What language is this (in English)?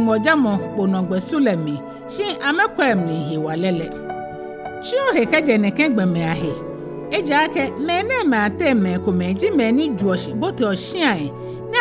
Ga